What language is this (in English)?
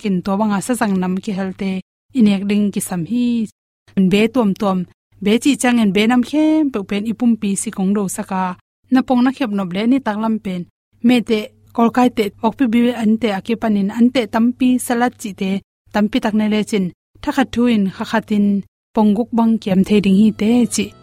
Tedim Chin